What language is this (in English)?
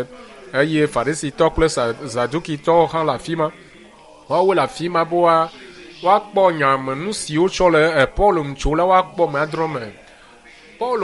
Ewe